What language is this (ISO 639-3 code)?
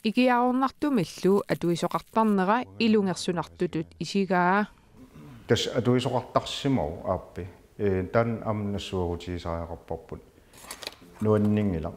kal